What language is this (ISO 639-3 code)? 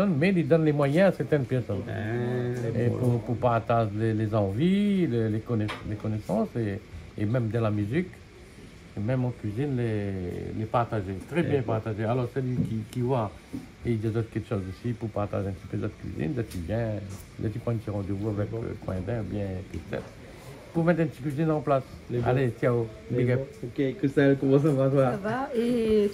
rcf